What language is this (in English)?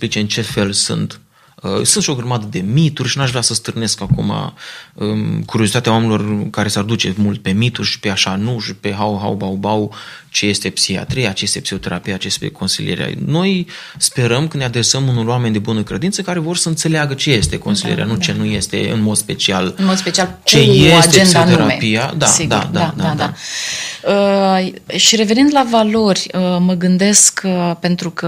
Romanian